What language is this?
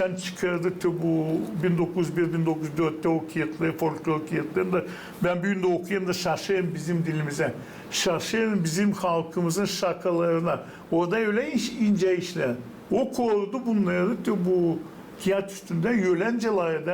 Gagauz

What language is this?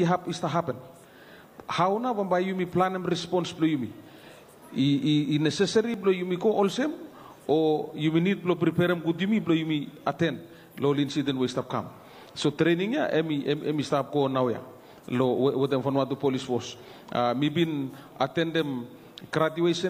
Bislama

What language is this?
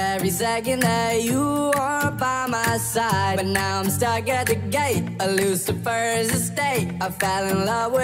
English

